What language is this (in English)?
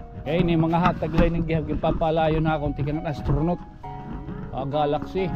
Waray